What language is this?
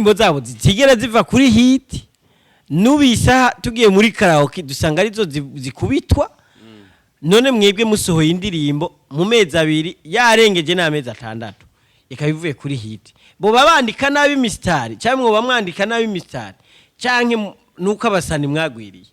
Rundi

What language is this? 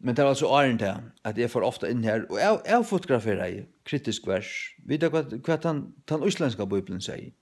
Faroese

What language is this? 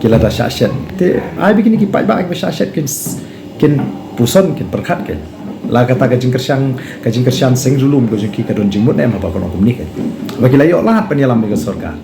Khasi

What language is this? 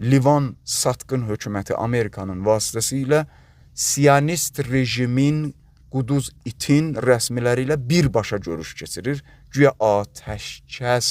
Azerbaijani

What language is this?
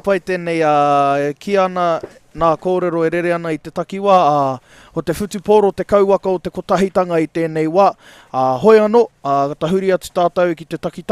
Māori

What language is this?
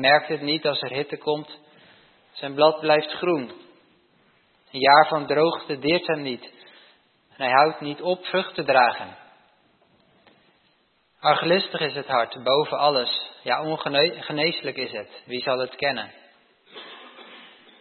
Dutch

